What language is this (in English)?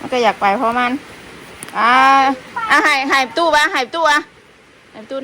Northeastern Thai